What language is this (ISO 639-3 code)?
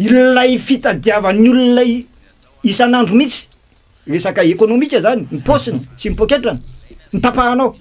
mlg